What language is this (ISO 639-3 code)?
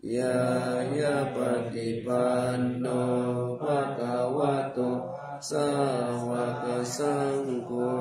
pli